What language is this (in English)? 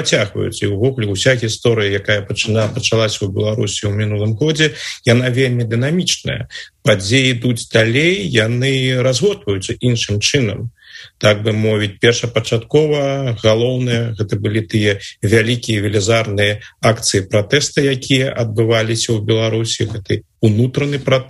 Belarusian